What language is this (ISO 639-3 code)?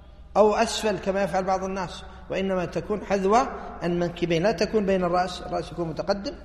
ara